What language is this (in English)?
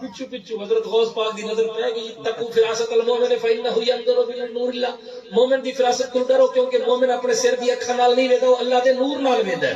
Saraiki